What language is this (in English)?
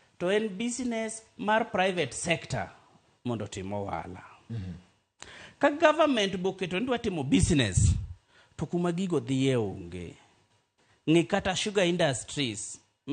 Luo (Kenya and Tanzania)